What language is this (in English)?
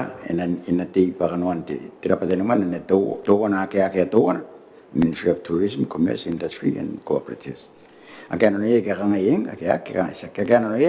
Gilbertese